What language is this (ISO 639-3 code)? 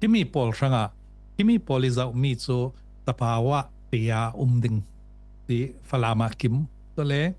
cfm